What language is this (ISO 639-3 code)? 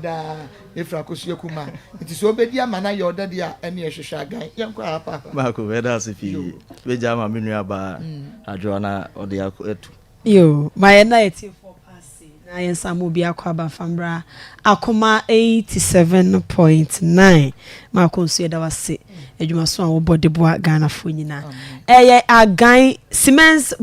aka